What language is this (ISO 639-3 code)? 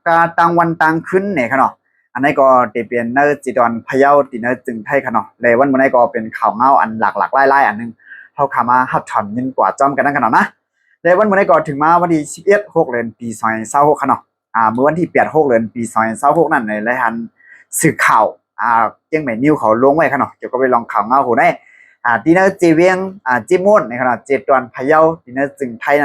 shn